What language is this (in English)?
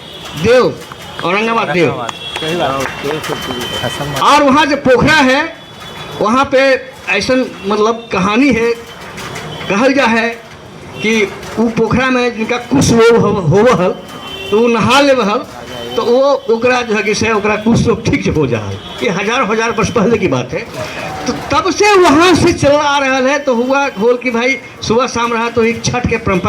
Magahi